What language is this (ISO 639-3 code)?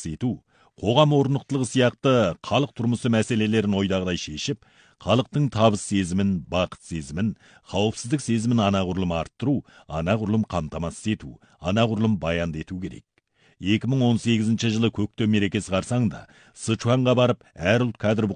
kaz